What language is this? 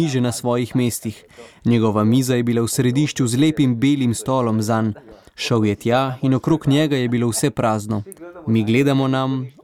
Slovenian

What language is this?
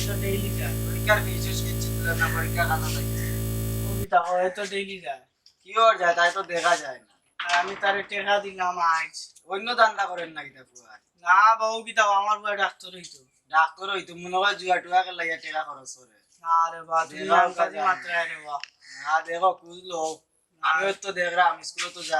Sylheti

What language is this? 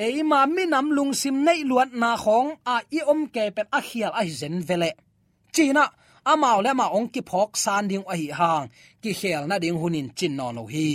Tedim Chin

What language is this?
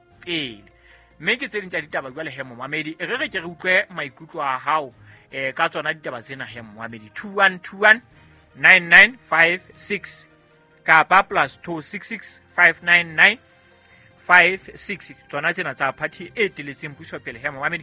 Southern Sotho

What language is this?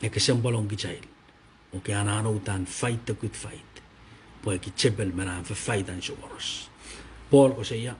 Pohnpeian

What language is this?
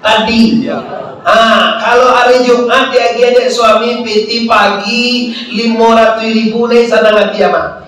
Minangkabau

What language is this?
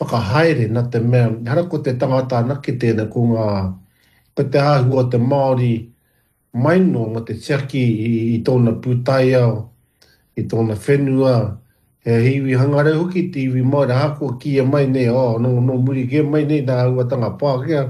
Māori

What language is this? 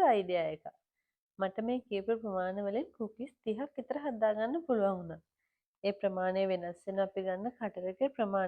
Sinhala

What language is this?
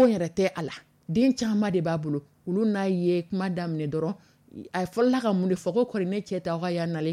Dyula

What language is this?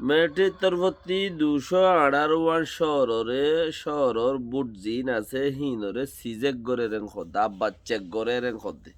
Rohingya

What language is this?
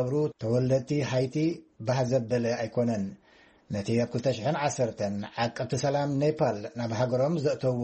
Tigrinya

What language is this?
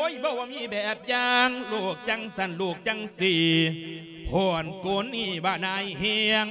Lao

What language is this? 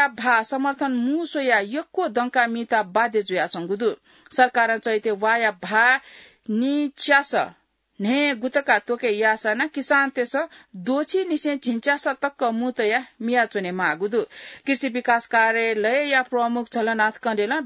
Newari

